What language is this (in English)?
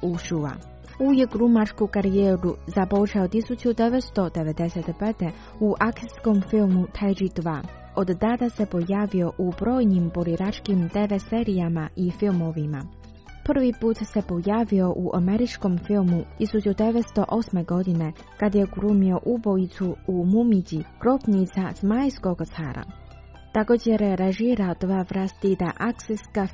Croatian